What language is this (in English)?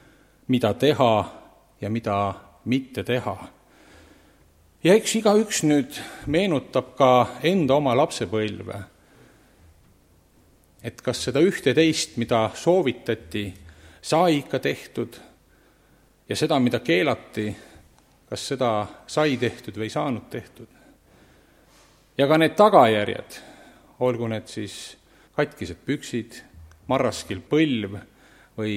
Estonian